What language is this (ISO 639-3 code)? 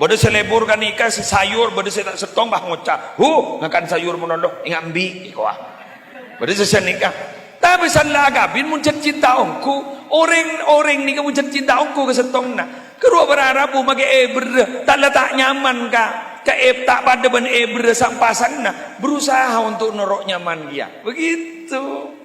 mad